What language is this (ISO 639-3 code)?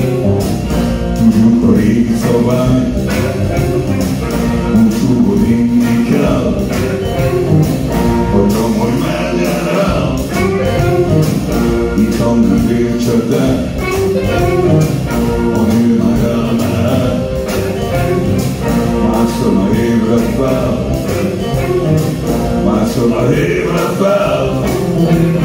hun